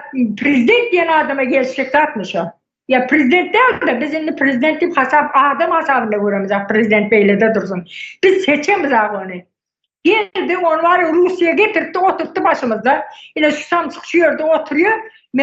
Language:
Turkmen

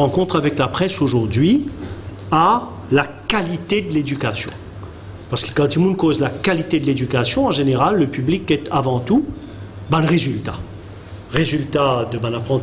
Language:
Morisyen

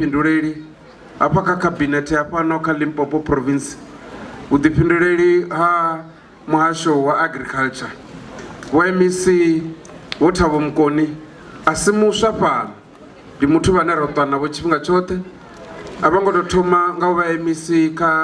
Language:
Venda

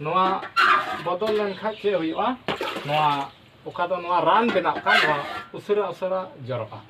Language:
Santali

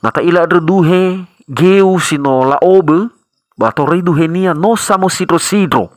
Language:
Nias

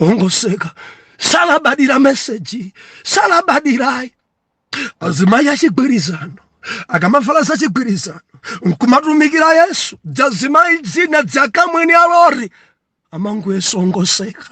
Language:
Nyanja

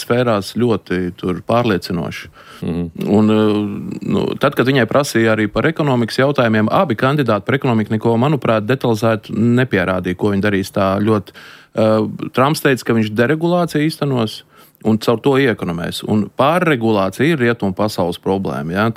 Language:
Latvian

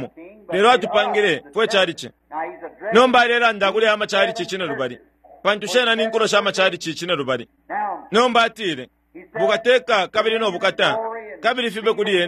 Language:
Bemba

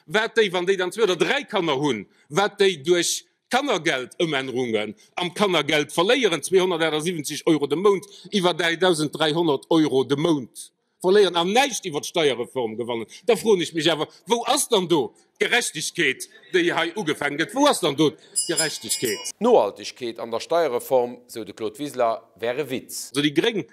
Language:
Luxembourgish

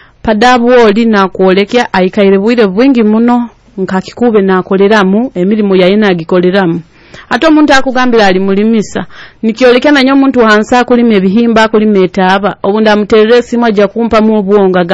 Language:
Nyoro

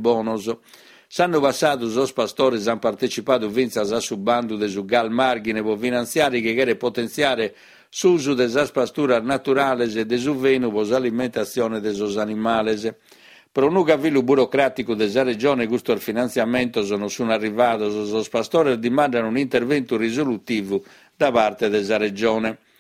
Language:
Sardinian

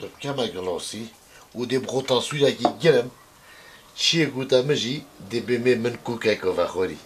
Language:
Kurdish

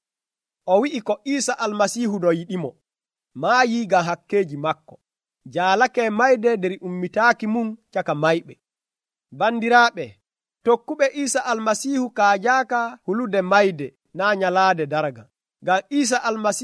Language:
Nigerian Fulfulde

